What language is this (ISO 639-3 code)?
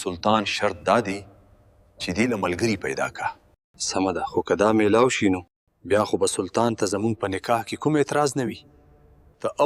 pus